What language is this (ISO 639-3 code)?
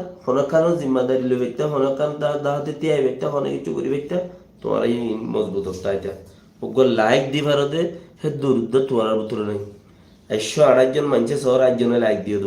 rhg